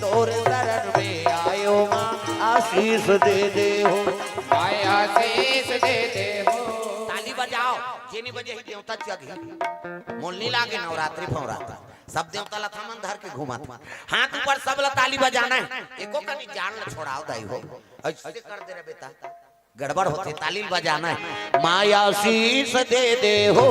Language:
Chhattisgarhi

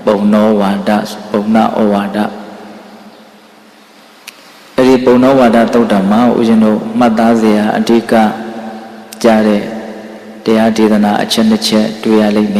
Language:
Burmese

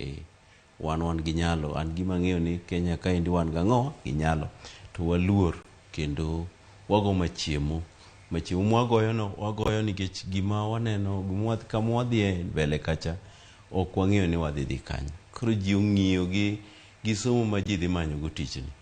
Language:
Luo (Kenya and Tanzania)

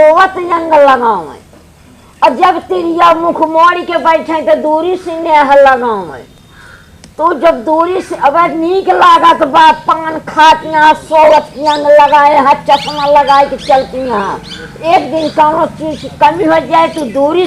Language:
Awadhi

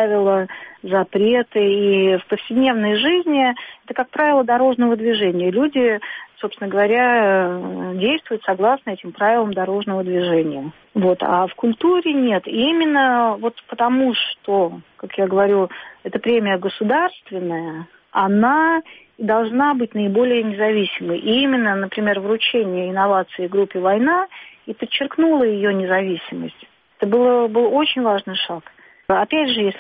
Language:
Russian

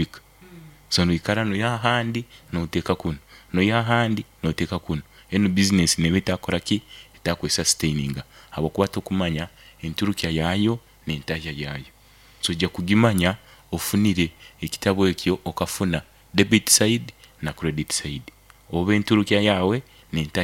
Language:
Nyankole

